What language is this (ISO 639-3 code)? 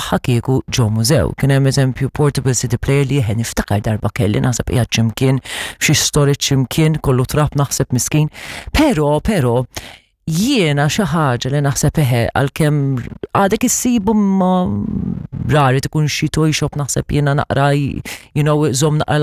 mlt